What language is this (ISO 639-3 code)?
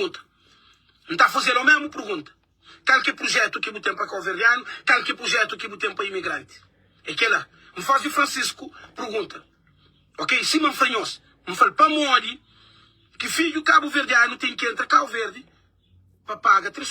kea